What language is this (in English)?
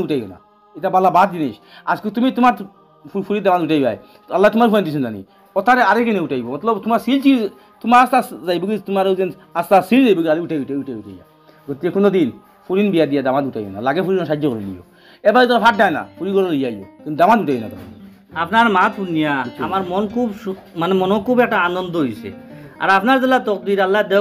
Sylheti